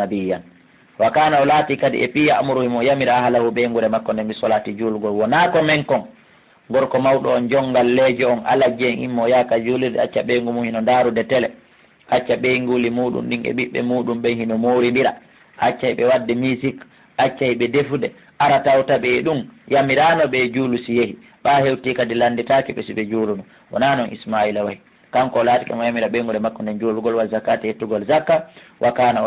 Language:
Fula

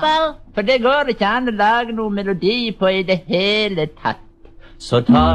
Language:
Norwegian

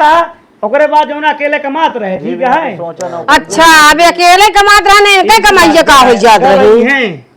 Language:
Awadhi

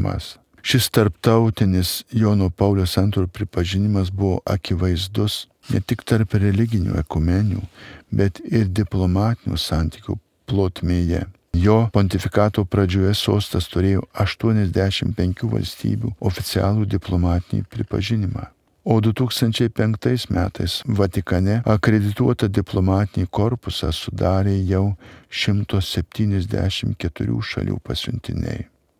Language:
Lithuanian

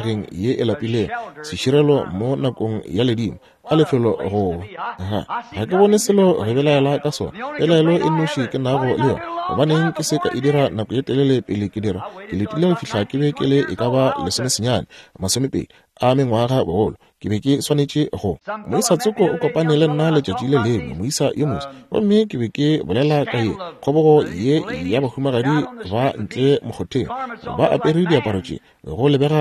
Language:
Northern Sotho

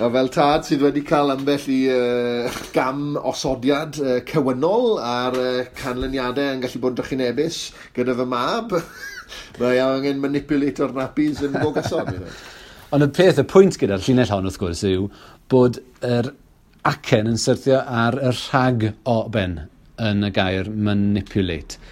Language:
Welsh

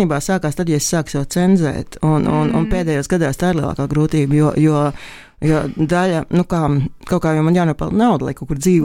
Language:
Latvian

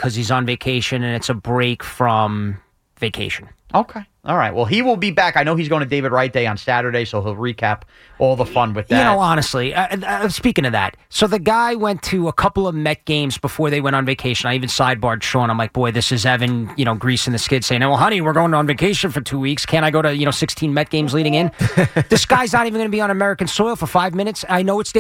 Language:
English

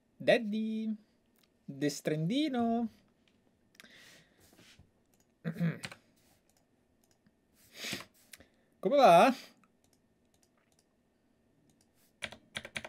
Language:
Italian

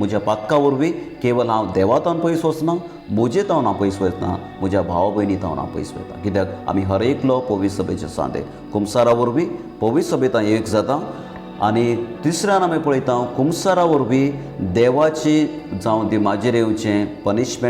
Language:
Konkani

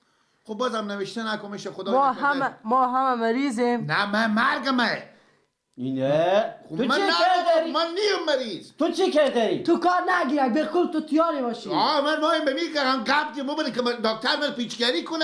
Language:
Persian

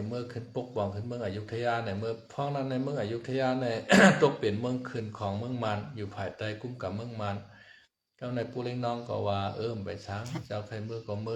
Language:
Shan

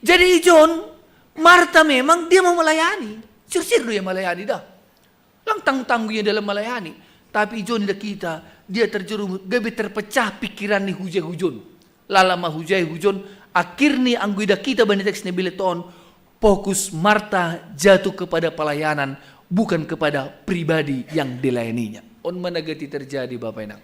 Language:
Batak Simalungun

